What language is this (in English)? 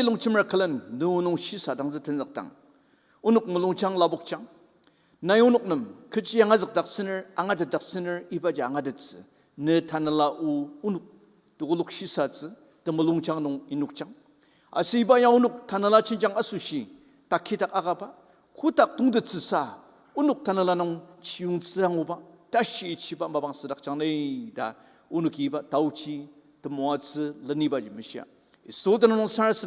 Ao Naga